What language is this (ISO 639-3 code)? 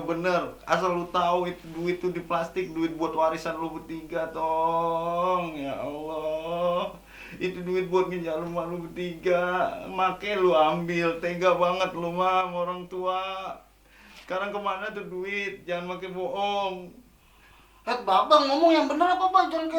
bew